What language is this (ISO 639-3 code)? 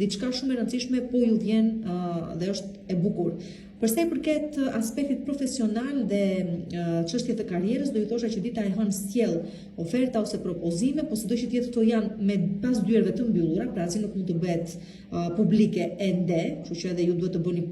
sqi